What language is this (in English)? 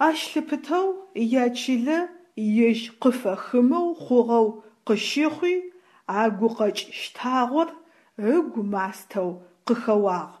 Adyghe